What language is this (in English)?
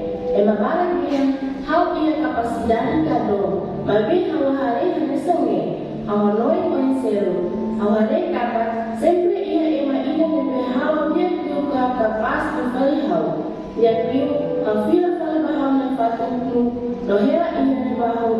Tetum